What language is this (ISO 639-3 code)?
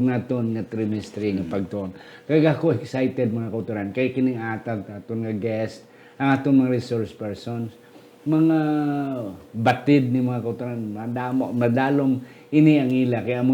hil